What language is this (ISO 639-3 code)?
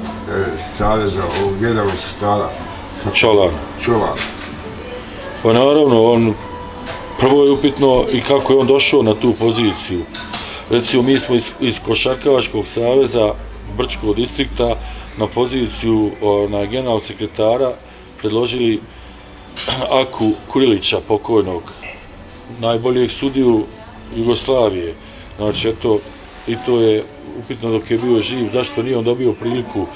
bos